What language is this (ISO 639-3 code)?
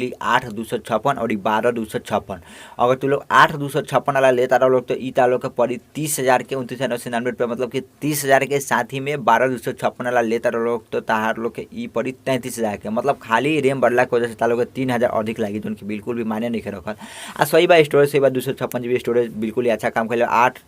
bho